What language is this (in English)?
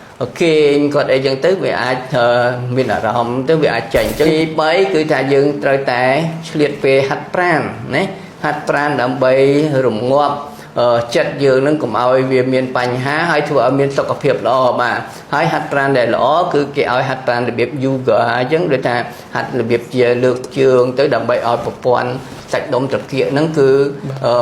Khmer